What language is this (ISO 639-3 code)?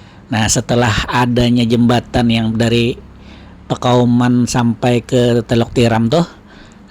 bjn